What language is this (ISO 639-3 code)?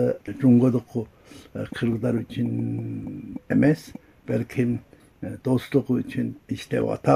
kir